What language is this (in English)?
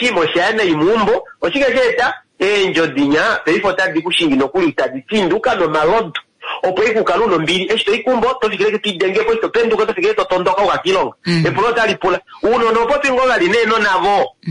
Kuanyama